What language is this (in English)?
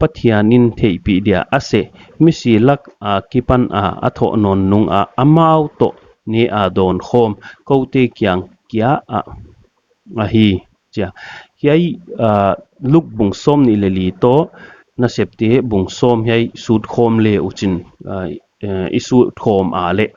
Paite Chin